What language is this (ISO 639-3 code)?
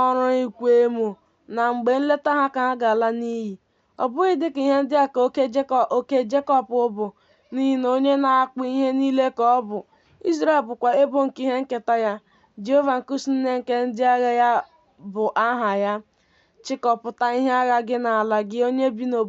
ibo